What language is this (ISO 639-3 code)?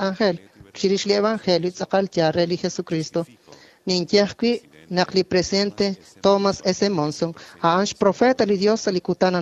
kek